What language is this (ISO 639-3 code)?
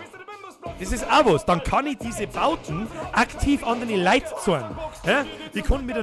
bar